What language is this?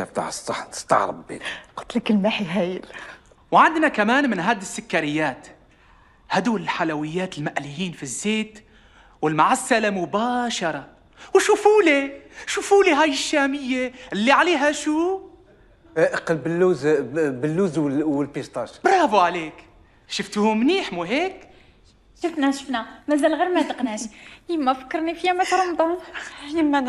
Algerian Arabic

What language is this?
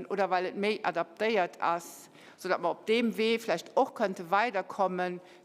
Luxembourgish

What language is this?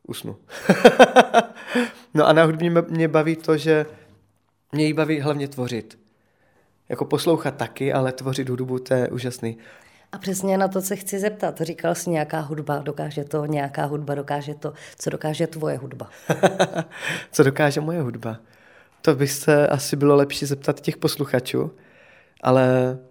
Czech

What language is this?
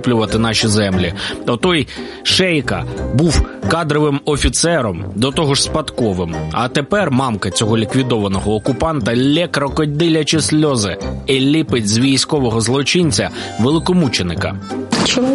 Ukrainian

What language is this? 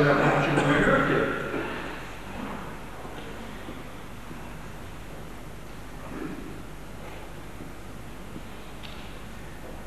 Turkish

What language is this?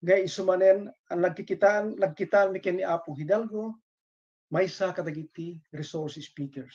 Iloko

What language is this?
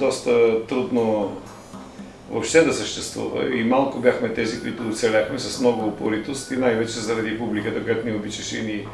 Bulgarian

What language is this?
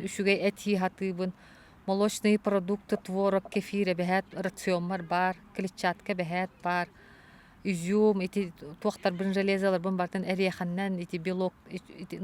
Yakut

